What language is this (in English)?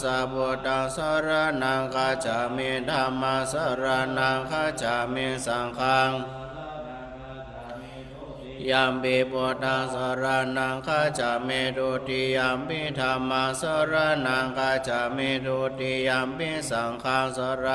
Pali